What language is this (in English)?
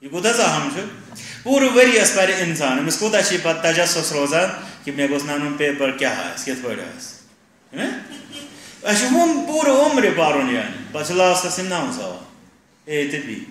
Kashmiri